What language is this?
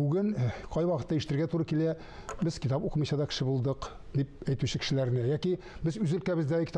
Tatar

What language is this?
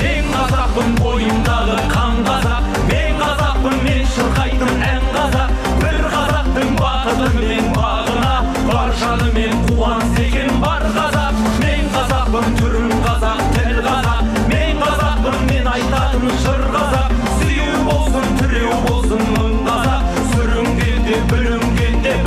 Kazakh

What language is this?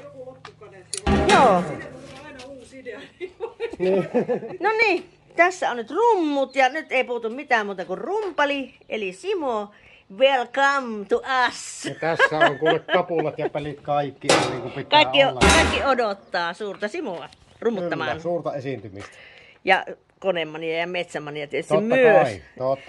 Finnish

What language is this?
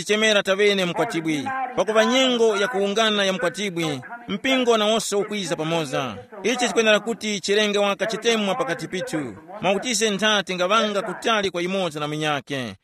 Tumbuka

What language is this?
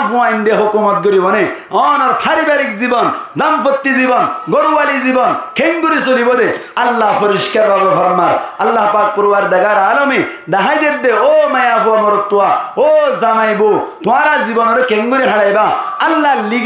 Rohingya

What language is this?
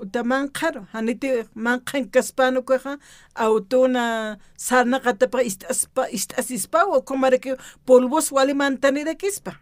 Aymara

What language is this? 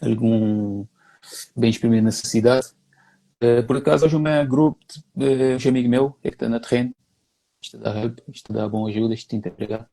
Kabuverdianu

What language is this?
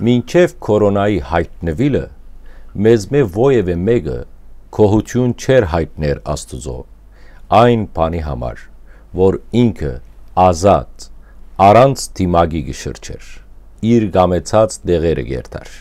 Western Armenian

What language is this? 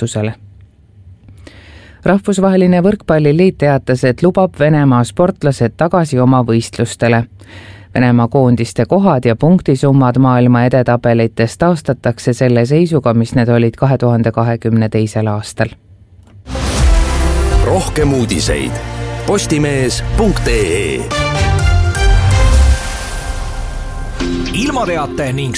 Estonian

